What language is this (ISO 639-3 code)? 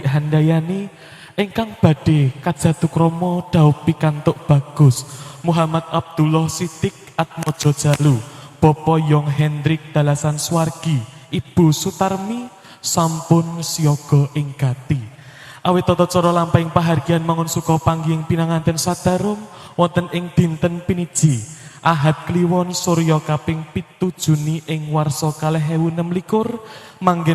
jav